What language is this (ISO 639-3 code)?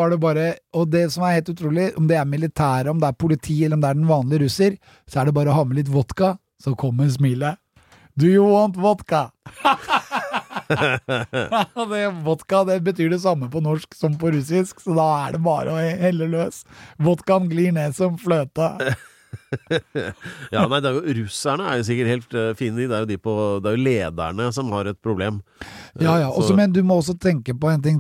nor